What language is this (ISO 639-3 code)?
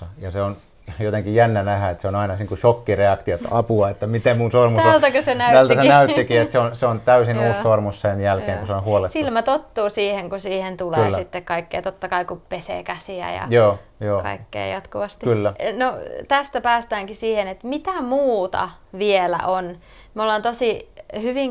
fin